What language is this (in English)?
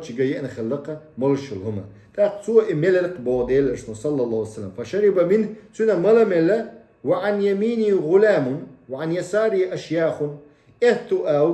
Chechen